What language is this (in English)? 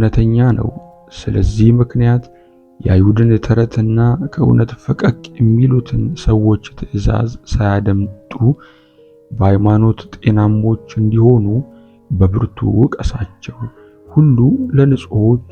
Amharic